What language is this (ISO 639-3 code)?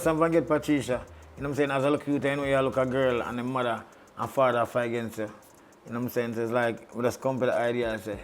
jam